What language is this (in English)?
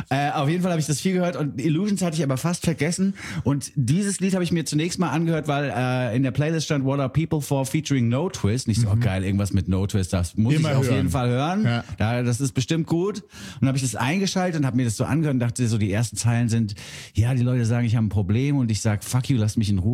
German